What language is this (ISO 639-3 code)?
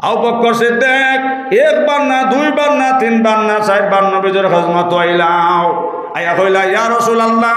syl